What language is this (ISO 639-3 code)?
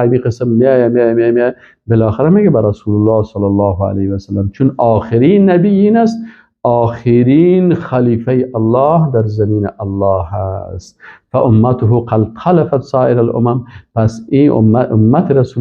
fas